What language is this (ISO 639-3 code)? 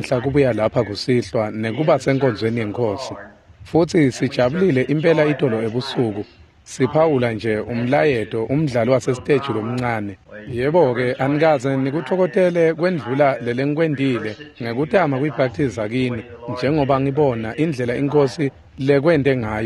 ssw